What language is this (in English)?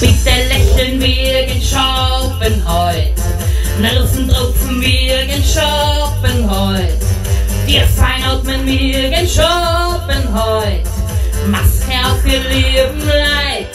Bavarian